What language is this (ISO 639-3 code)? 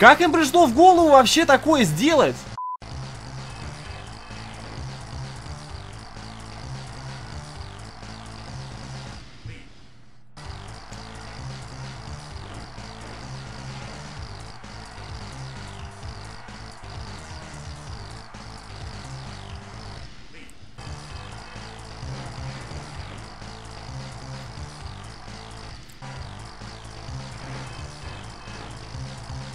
rus